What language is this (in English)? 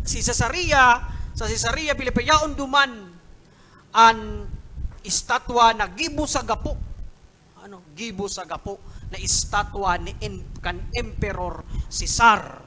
Bikol